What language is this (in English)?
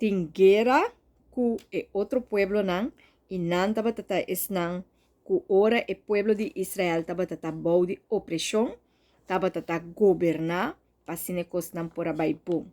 Papiamento